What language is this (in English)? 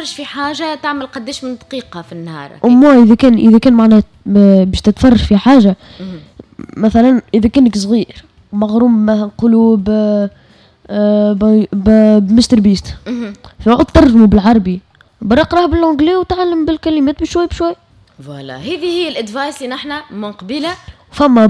Tunisian Arabic